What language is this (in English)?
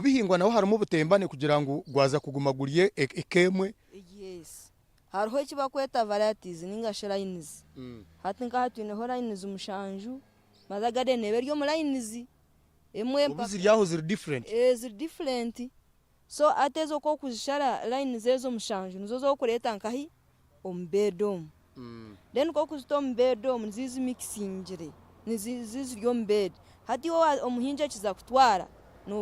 Nyankole